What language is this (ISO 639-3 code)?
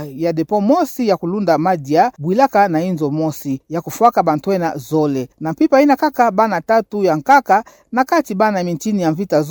ktu